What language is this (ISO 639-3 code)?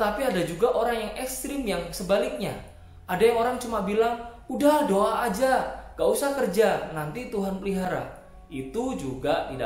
ind